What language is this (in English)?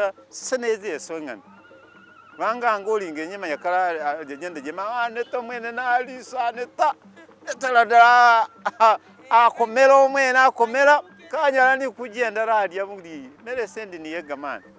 Masaaba